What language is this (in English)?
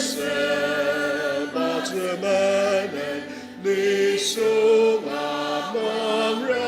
Ao Naga